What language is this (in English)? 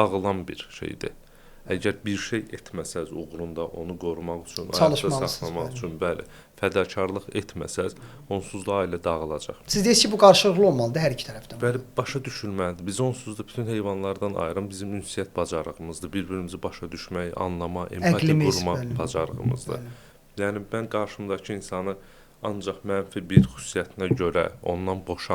Azerbaijani